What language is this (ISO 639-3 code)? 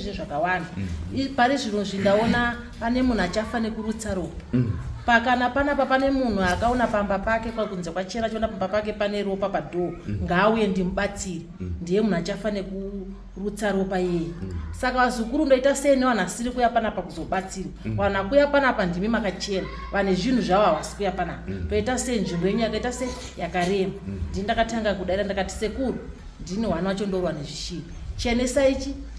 sna